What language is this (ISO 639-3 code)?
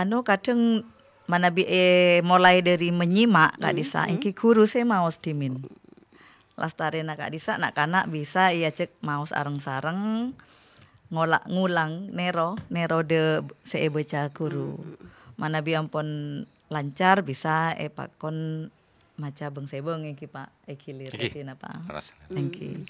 mad